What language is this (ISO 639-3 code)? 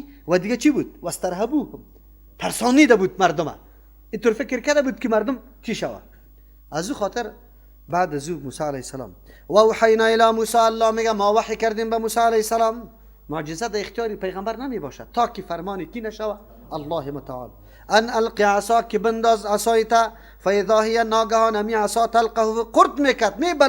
fas